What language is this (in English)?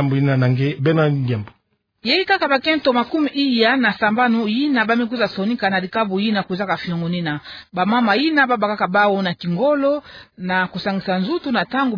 Kituba (Democratic Republic of Congo)